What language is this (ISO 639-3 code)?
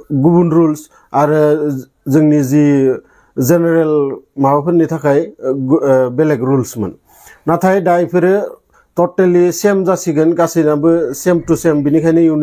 brx